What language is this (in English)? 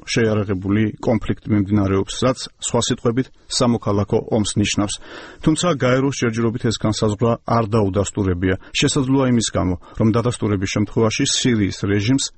Georgian